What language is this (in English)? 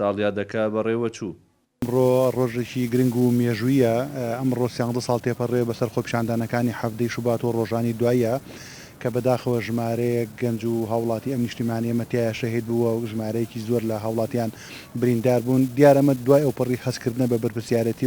Central Kurdish